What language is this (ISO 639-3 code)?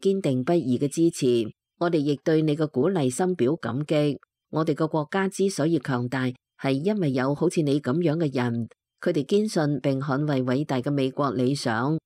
yue